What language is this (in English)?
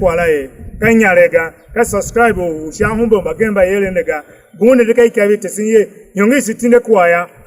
Tiv